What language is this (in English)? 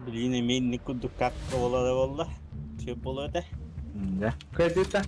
Yakut